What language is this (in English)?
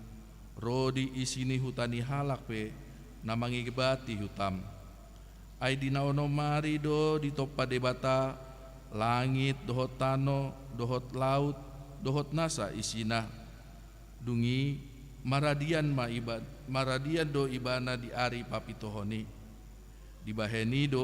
Batak Toba